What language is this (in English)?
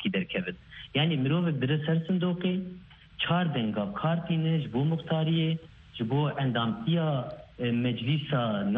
Kurdish